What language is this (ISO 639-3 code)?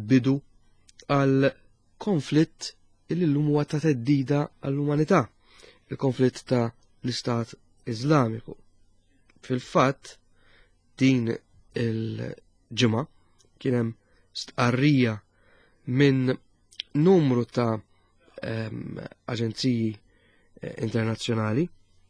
mlt